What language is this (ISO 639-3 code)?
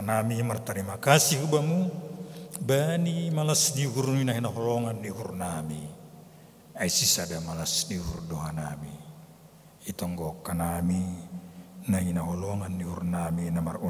bts